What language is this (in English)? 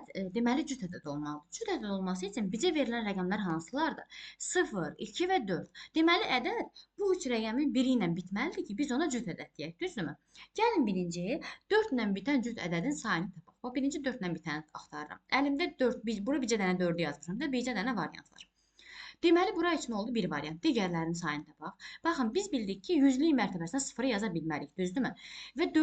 Azerbaijani